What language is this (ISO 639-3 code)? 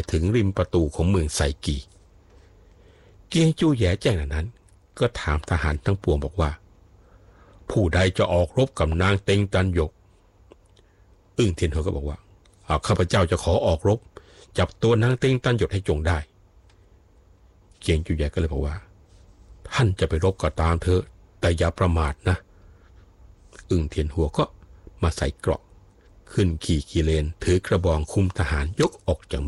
tha